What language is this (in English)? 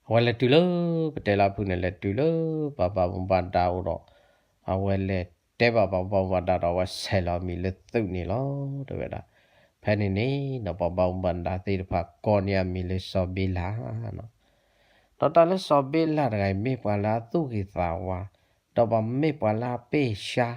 S'gaw Karen